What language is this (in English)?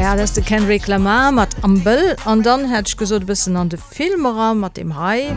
Luxembourgish